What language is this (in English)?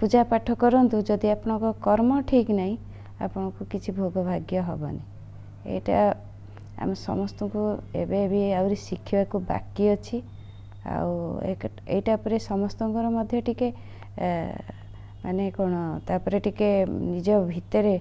Odia